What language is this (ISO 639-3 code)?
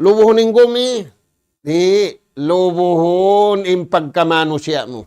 tsg